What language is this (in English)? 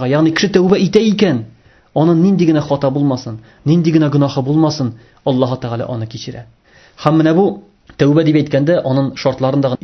Tatar